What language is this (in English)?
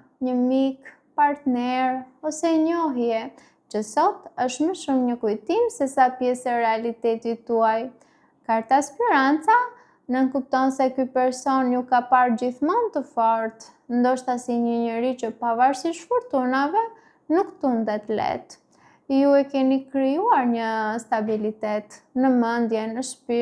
Albanian